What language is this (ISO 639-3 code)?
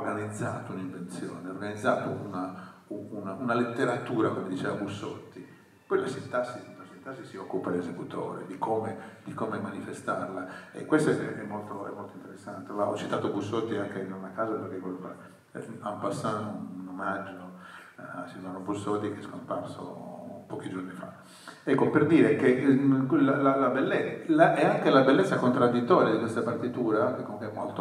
ita